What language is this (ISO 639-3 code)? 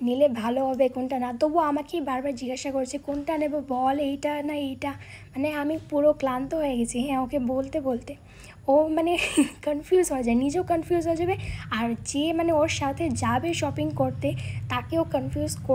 ben